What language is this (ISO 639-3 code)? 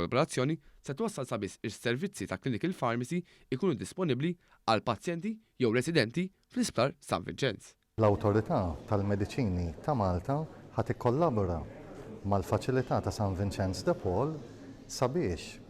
mlt